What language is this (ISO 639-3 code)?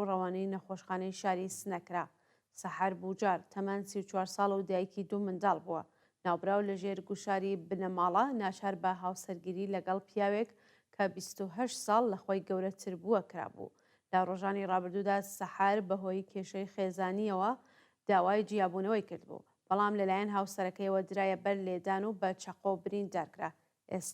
ckb